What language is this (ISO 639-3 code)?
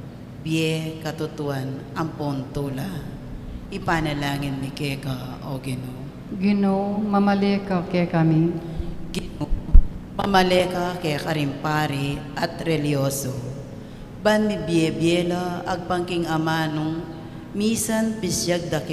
pam